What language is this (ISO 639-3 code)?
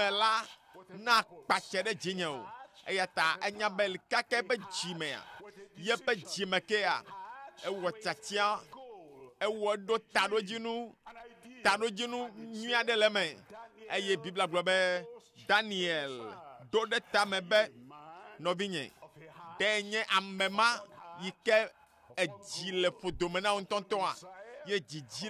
ewe